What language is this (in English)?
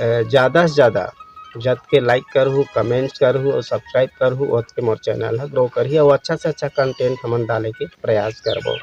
Chhattisgarhi